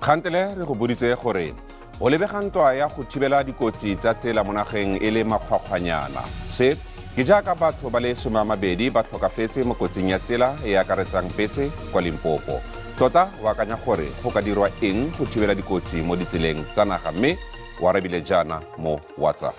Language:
Tswana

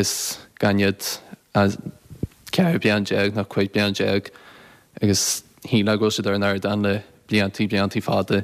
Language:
Irish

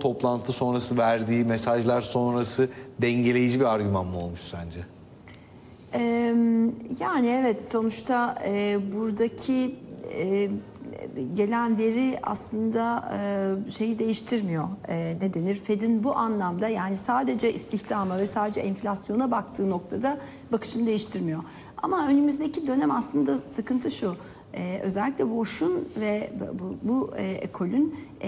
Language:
Turkish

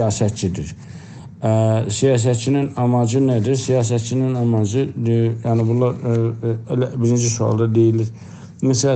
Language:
South Azerbaijani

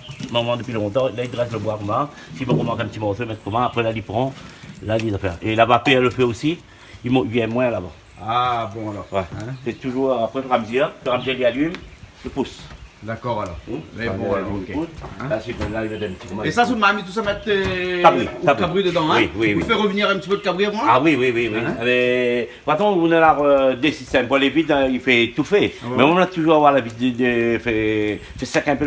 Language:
Réunion Creole French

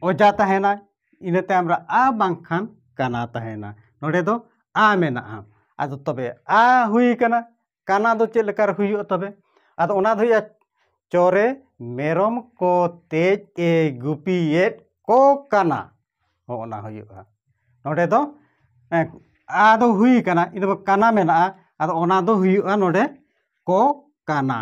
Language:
Santali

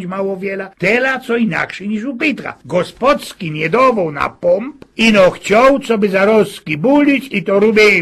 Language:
Silesian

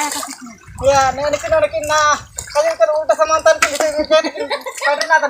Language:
Ho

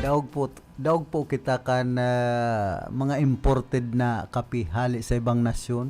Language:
Bikol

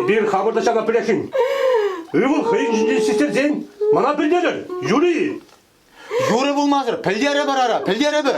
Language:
Chuvash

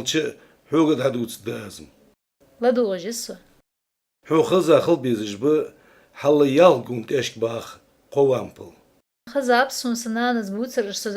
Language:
Ingush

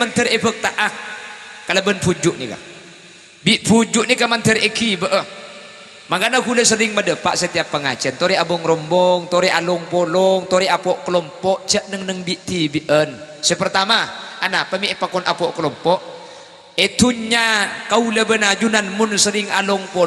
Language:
Madurese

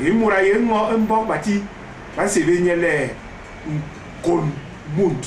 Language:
Basaa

